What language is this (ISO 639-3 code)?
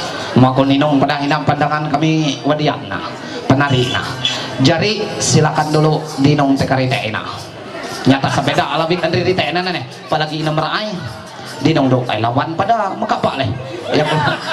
mhy